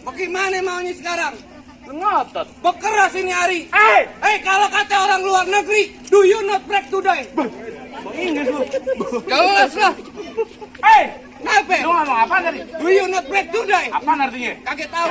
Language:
Betawi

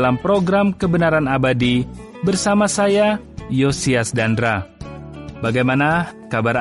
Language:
Indonesian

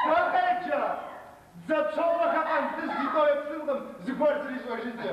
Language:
Kabardian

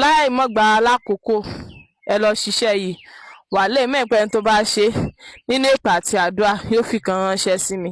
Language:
Yoruba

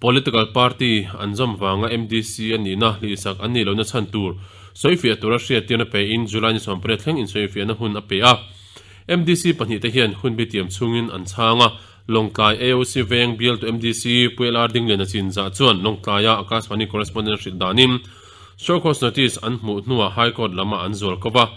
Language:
Mizo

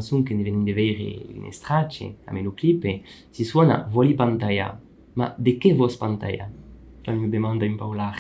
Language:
Occitan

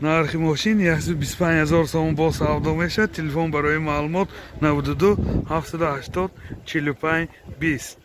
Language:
Tajik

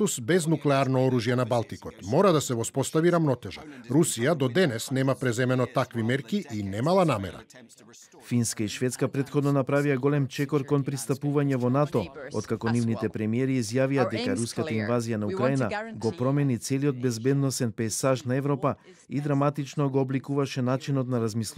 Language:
Macedonian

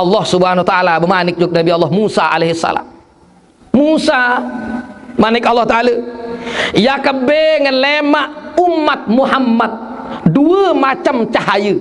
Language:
Sasak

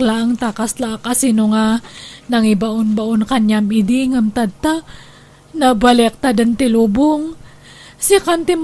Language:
Iloko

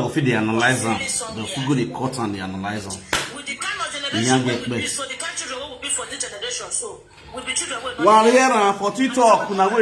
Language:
Nigerian Pidgin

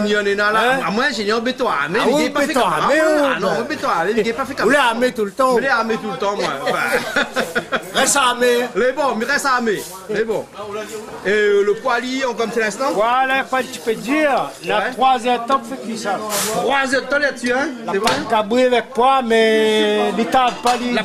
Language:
Réunion Creole French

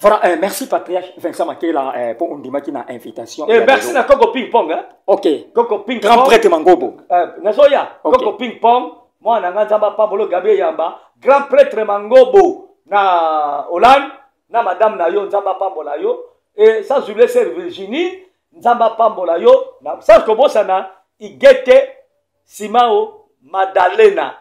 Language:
Lingala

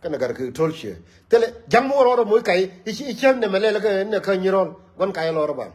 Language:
Nuer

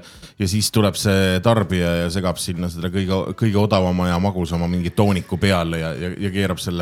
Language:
Estonian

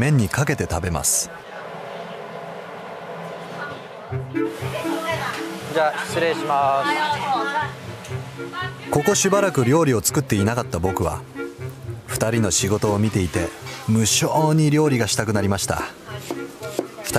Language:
Japanese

